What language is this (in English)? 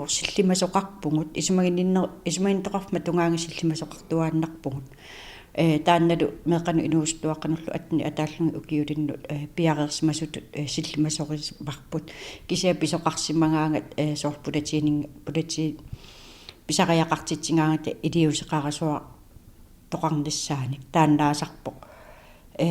Kalaallisut